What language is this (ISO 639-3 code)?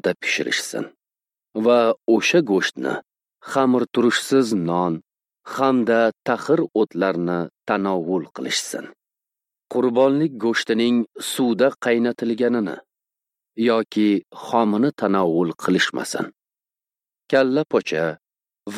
uzb